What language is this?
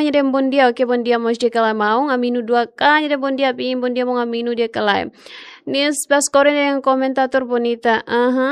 Tetum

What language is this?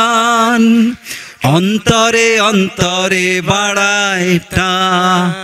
Bangla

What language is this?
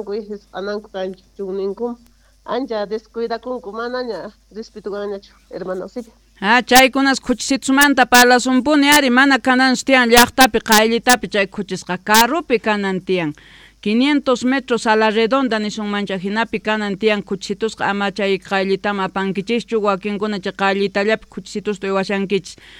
South Bolivian Quechua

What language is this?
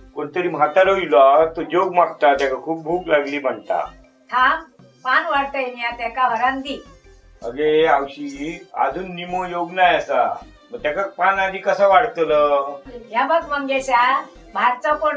Konkani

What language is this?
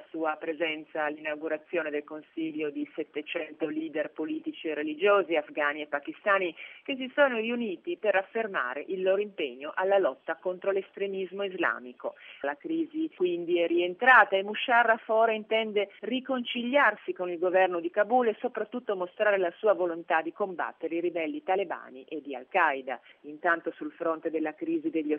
Italian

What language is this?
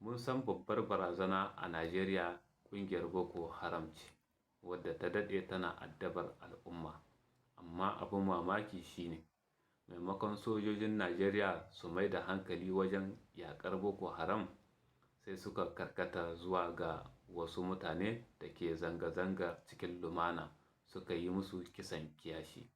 Hausa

